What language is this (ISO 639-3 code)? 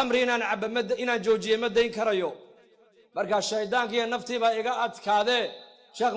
som